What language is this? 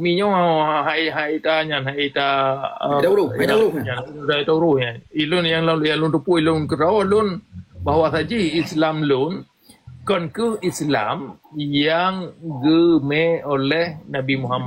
Achinese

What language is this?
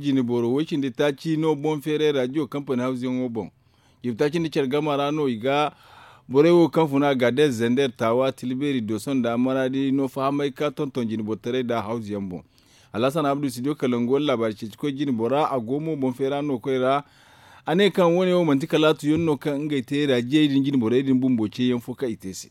Zarma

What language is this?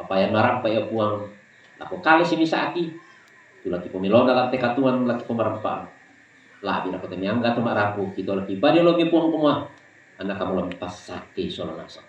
Toraja-Sa'dan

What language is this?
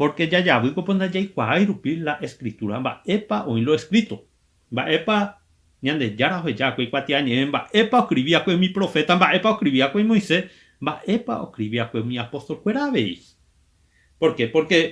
Guarani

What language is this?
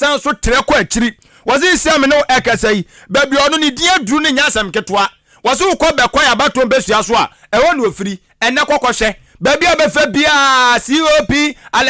Akan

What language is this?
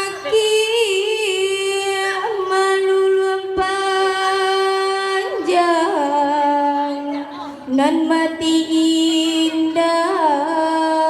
Minangkabau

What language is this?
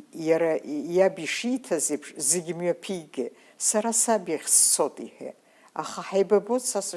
Abkhazian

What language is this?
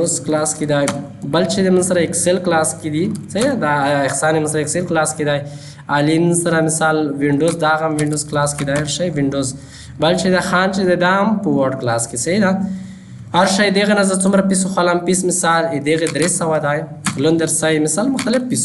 Pashto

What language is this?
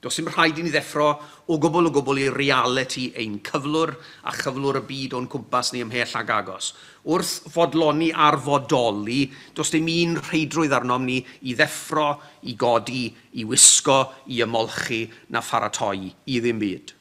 Welsh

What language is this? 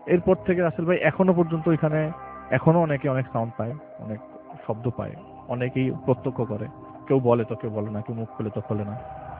Bangla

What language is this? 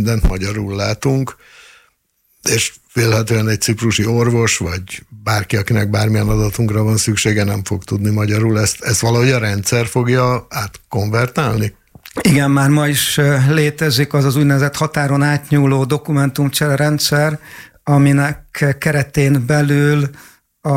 Hungarian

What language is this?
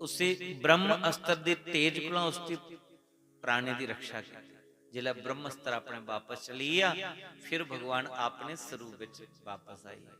Dogri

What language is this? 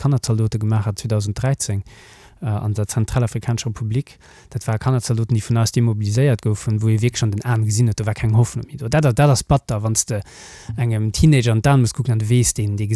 Luxembourgish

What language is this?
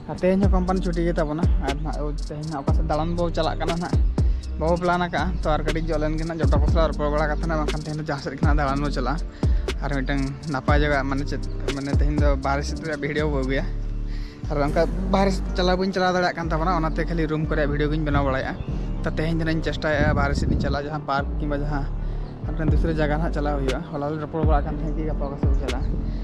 Santali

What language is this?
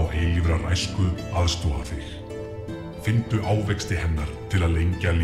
Icelandic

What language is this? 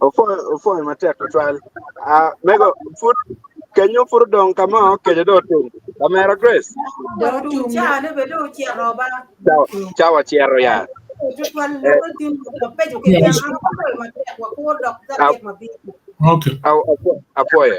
Acoli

